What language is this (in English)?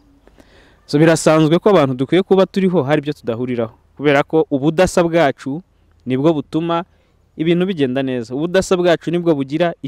Kinyarwanda